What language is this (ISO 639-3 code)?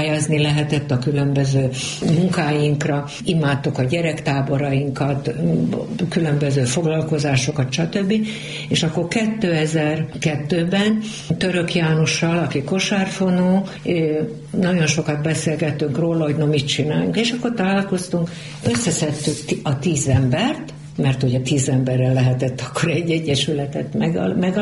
hun